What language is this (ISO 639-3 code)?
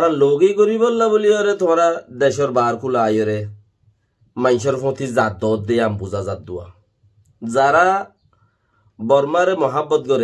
rhg